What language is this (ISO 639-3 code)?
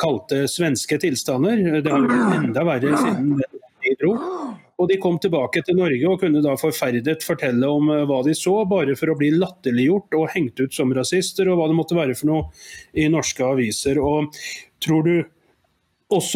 nor